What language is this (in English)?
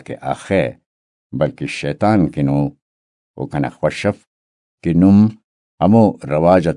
Brahui